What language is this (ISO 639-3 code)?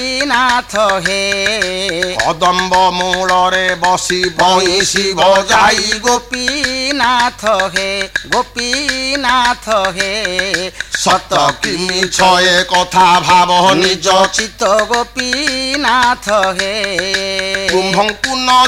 ori